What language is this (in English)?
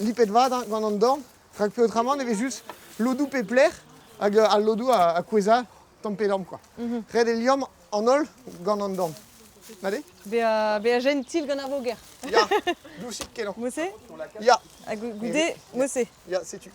Breton